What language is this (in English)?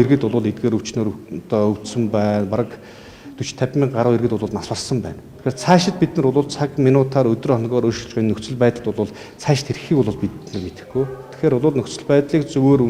Mongolian